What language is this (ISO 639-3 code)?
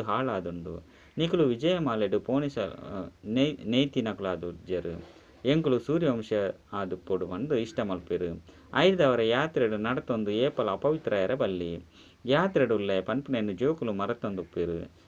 tcy